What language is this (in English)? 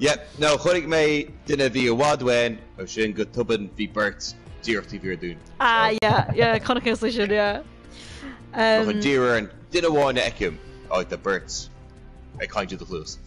Irish